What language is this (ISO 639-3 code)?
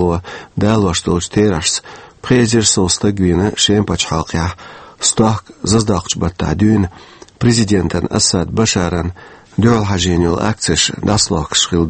che